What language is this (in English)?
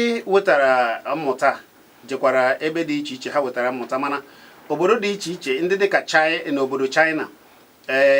Igbo